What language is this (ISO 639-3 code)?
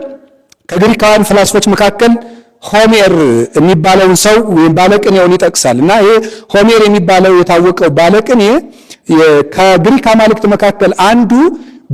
amh